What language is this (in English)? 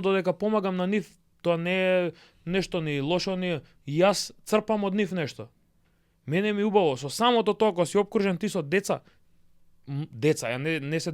Macedonian